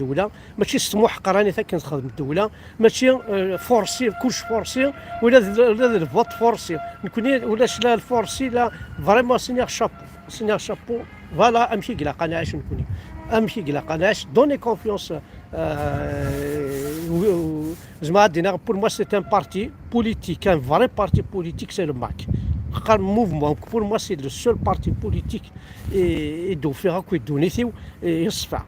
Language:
Kabyle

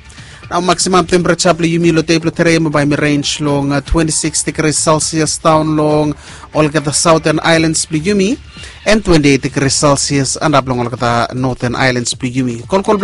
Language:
Bislama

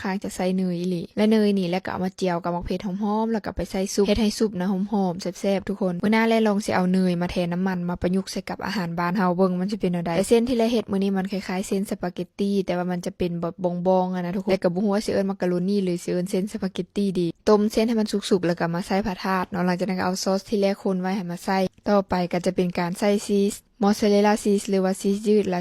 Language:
Lao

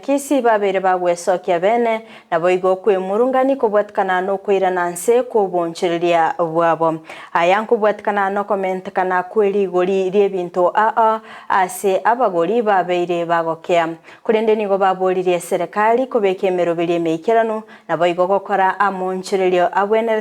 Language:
Gusii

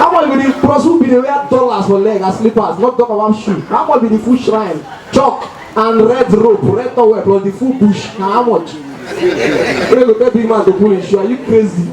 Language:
Nigerian Pidgin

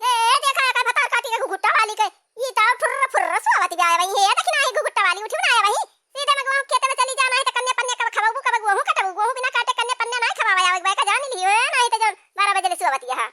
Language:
Awadhi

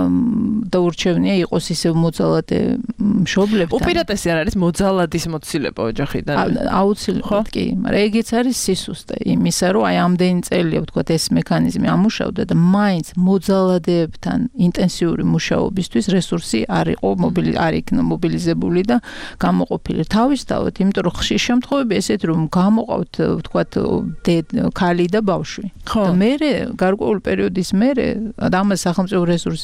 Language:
Georgian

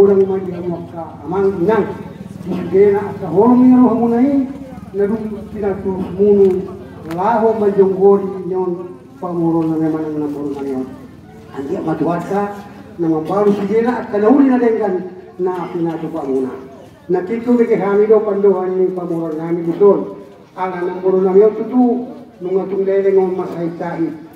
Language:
Batak Toba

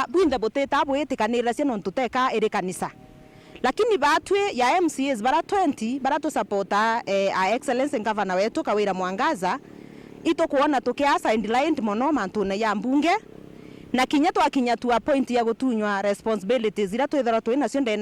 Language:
Meru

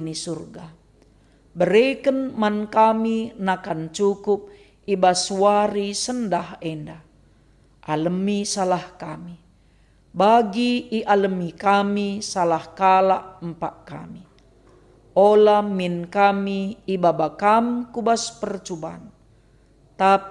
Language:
Batak Karo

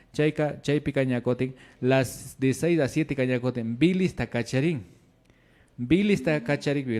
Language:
Imbabura Highland Quichua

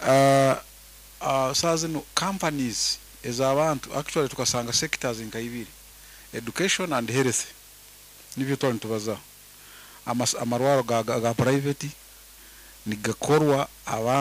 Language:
Nyoro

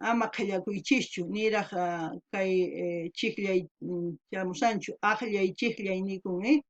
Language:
South Bolivian Quechua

